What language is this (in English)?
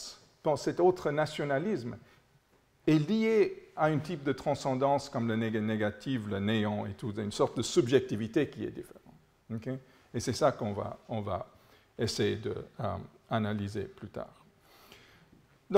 French